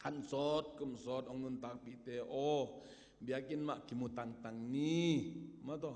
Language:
Tedim Chin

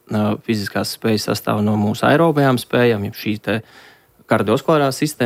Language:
Latvian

